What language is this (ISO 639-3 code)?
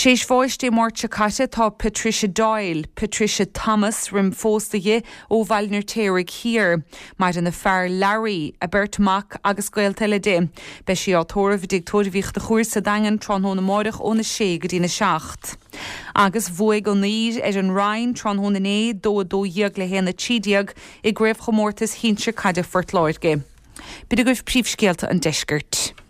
gle